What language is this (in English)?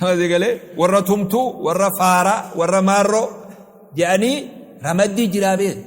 Oromo